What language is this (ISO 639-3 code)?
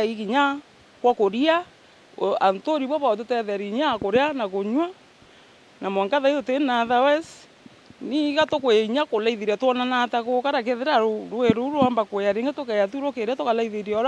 mer